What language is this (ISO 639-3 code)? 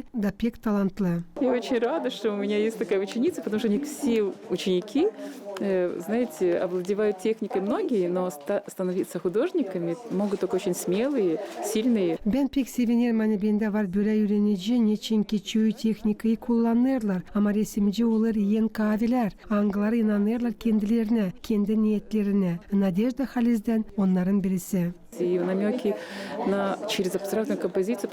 gag